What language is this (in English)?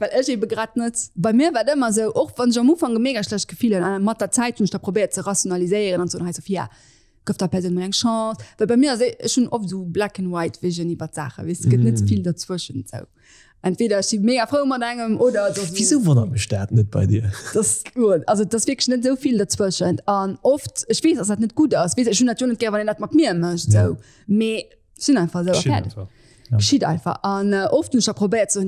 Luxembourgish